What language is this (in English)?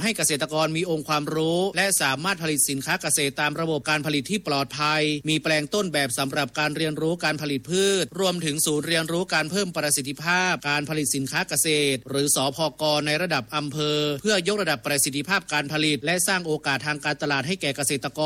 Thai